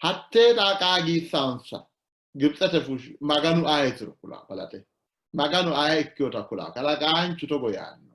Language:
Sidamo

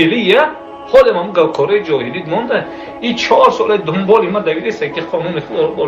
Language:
Tajik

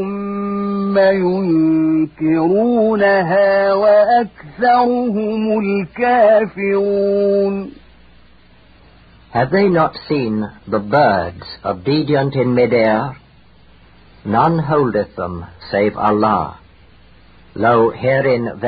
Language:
Arabic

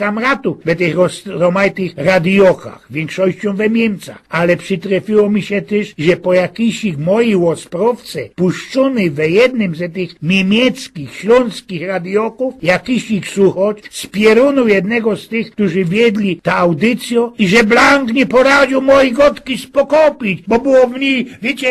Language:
Silesian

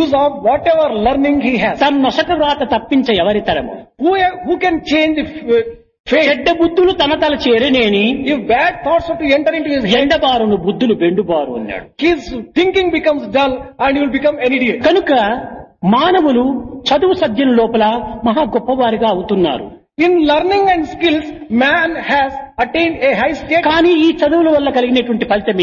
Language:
Telugu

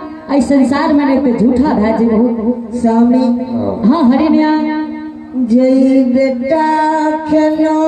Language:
Angika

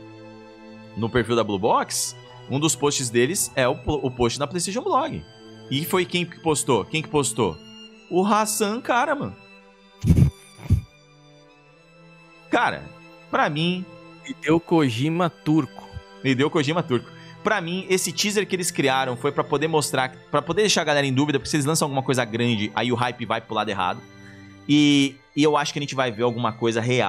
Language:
Portuguese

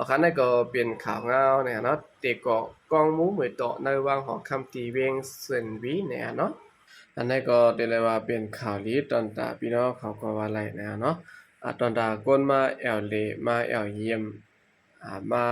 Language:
Shan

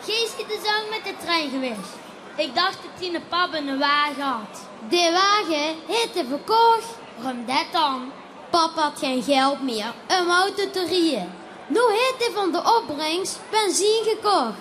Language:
Limburgish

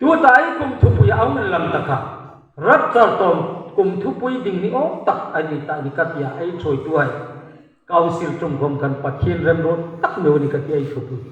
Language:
Hmar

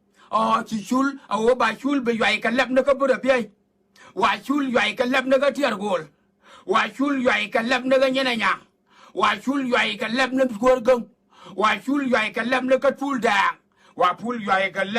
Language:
Nuer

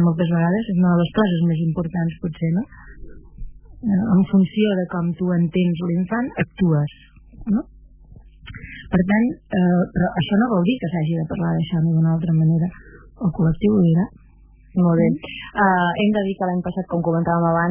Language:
Catalan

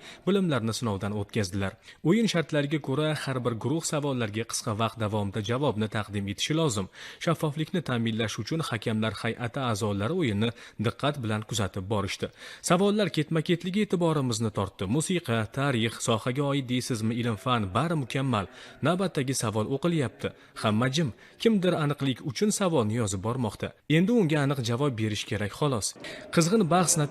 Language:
Uzbek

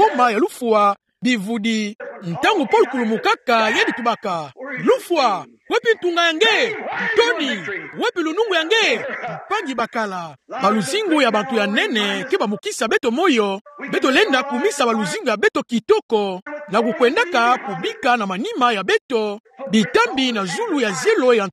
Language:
Kituba (Democratic Republic of Congo)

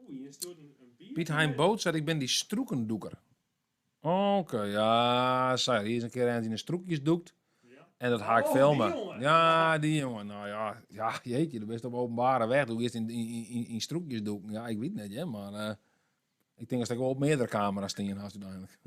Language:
Western Frisian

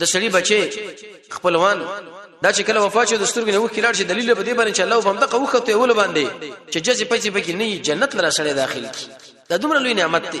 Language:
Pashto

